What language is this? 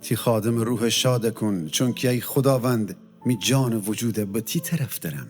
Gilaki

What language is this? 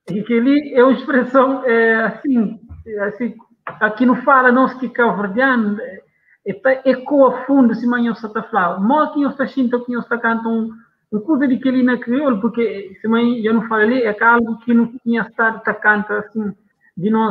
Kabuverdianu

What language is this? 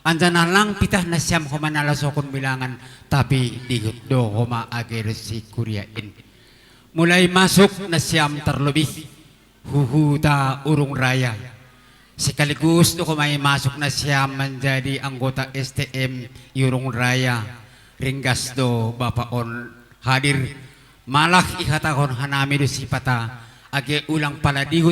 Batak Simalungun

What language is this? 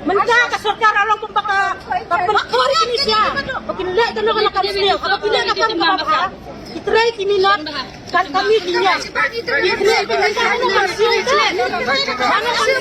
Khasi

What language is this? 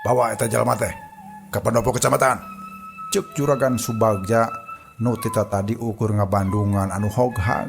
Sundanese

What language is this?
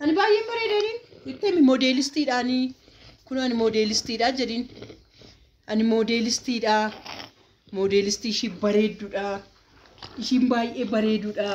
Oromo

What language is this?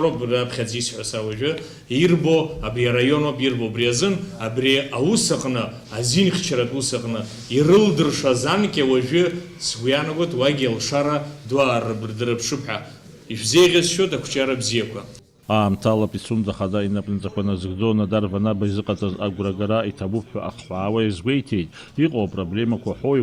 Abkhazian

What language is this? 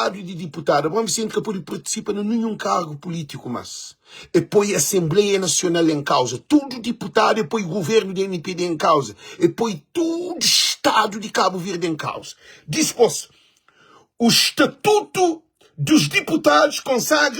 Kabuverdianu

